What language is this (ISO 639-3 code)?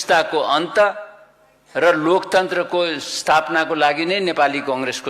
nep